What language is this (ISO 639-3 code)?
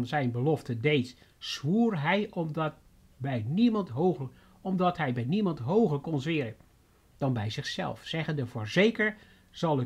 nld